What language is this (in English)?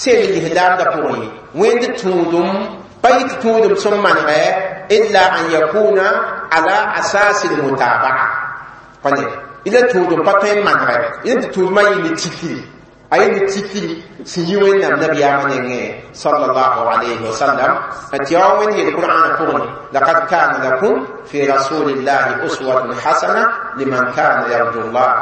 Mossi